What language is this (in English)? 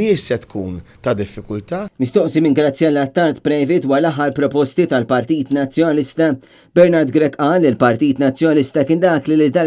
Maltese